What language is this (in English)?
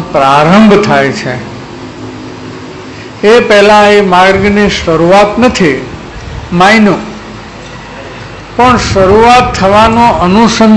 Gujarati